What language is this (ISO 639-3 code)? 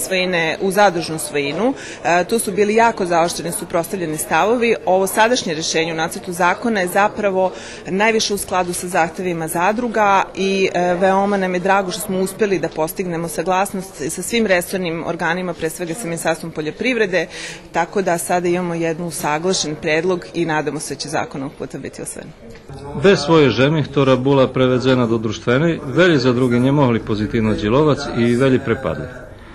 rue